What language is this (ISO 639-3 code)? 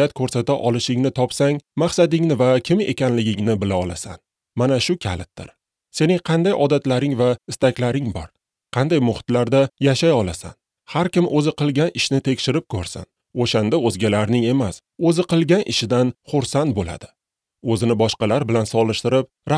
uzb